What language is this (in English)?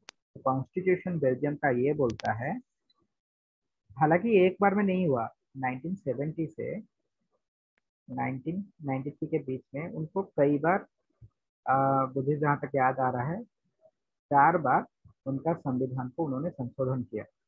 Hindi